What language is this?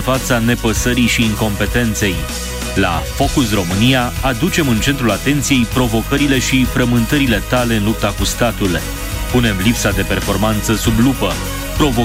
Romanian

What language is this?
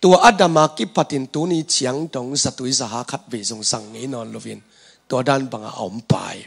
Tedim Chin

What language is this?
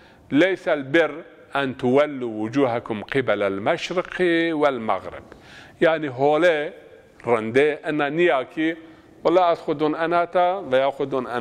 Zaza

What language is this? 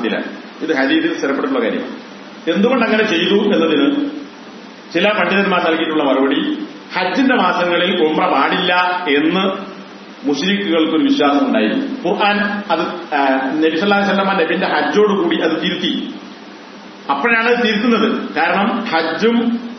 Malayalam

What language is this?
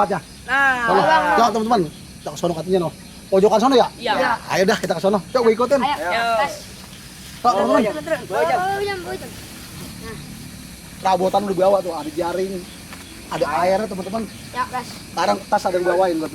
Betawi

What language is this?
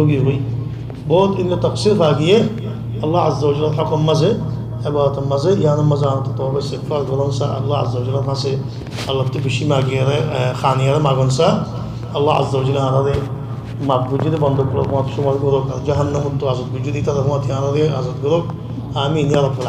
Rohingya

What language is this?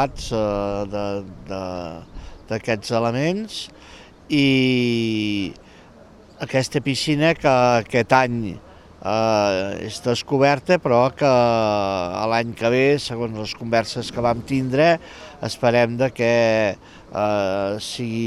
Catalan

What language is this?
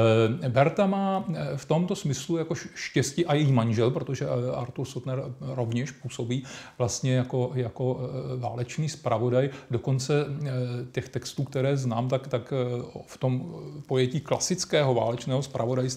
Czech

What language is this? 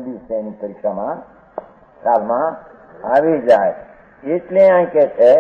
Gujarati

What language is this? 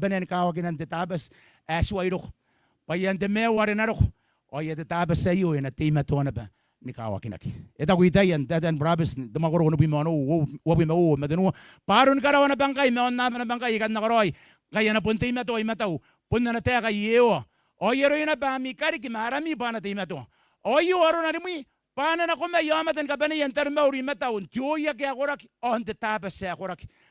Gilbertese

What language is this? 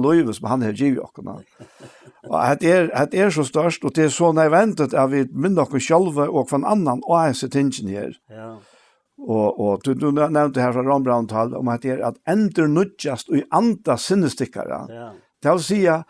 Faroese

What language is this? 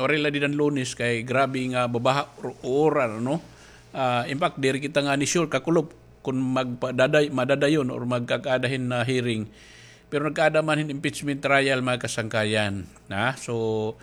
Waray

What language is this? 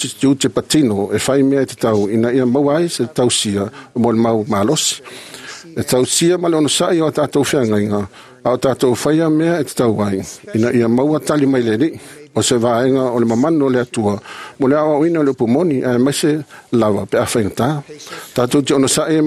Samoan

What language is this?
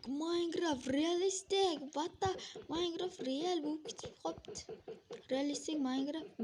Uzbek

